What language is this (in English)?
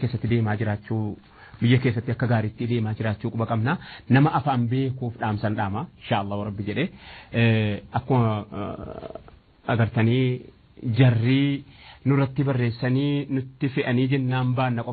Oromo